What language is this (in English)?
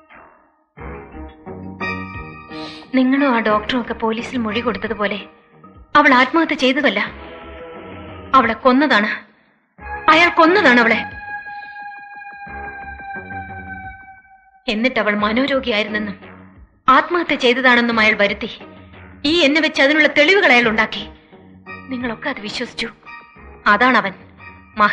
Malayalam